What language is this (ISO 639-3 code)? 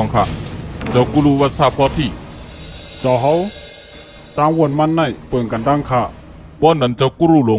shn